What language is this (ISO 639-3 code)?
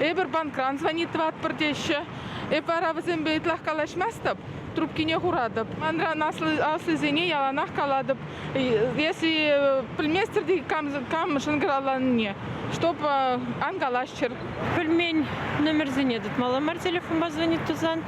chv